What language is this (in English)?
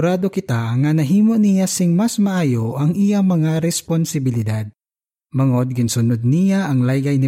Hiligaynon